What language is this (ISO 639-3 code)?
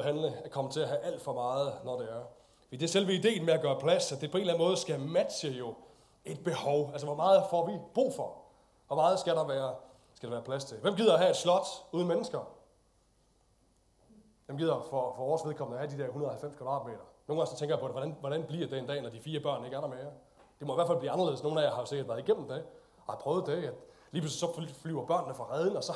dan